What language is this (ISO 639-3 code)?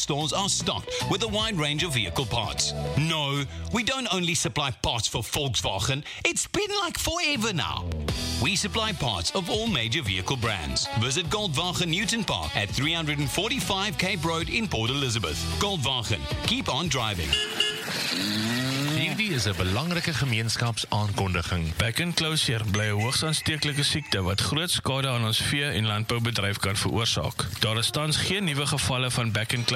afr